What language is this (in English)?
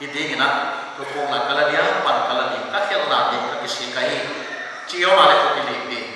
Paite Chin